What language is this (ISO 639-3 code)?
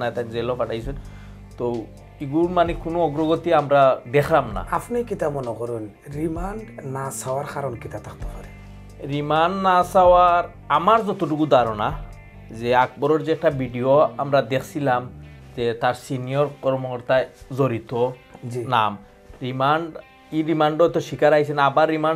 syl